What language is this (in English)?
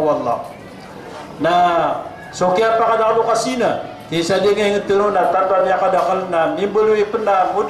Maranao